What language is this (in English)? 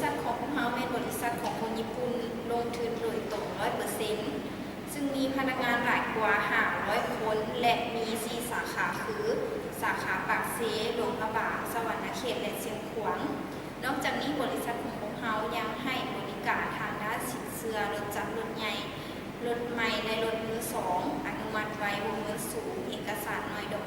Lao